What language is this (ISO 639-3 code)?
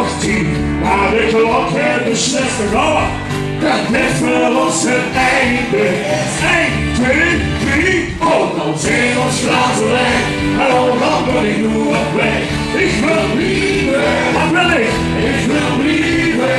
lim